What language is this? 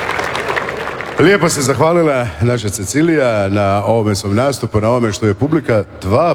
Croatian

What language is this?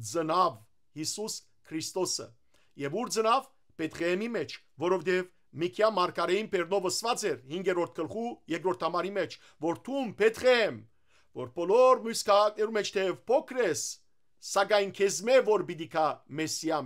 Western Armenian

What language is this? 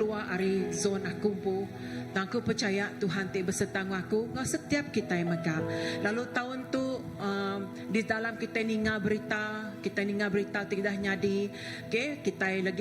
Iban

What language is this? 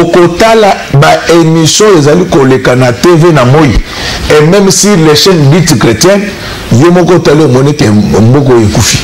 Lingala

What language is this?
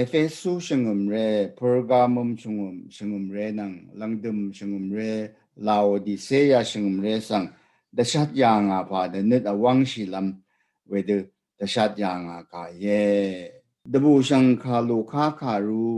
Rawang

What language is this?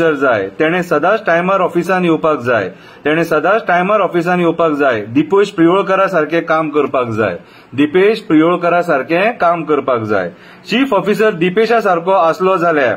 Konkani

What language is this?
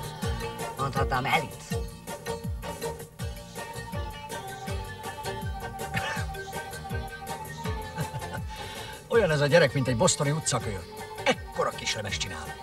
Hungarian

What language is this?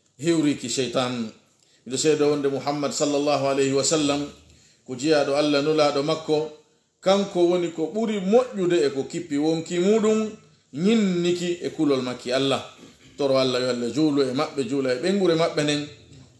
Pular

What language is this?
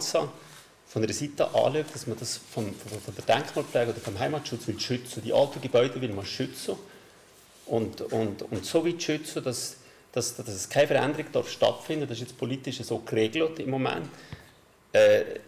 German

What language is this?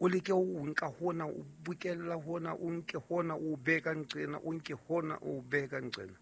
Southern Sotho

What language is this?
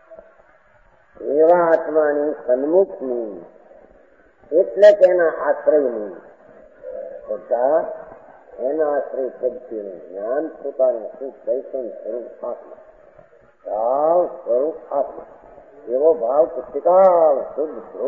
Gujarati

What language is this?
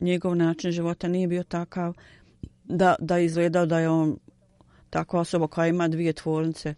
Bosnian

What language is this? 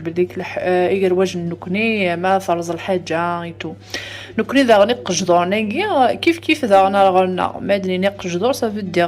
Kabyle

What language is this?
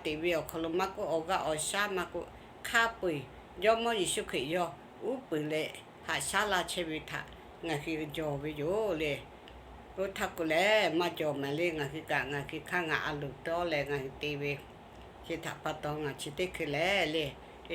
Lahu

